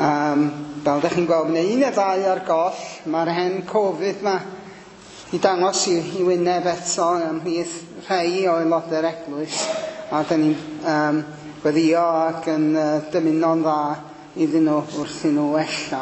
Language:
Welsh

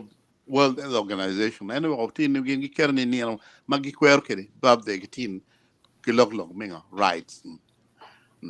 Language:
Acoli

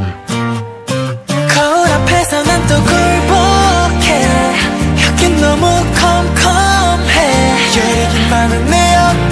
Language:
Korean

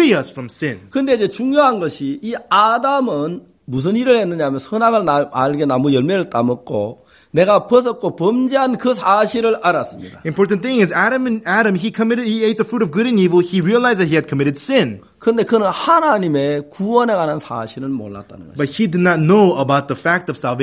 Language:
Korean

